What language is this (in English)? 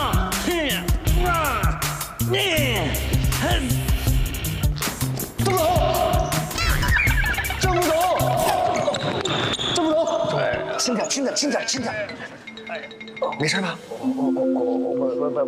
Chinese